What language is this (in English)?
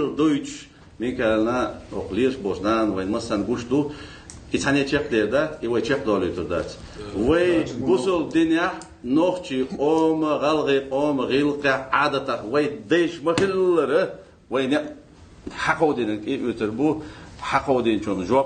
Ingush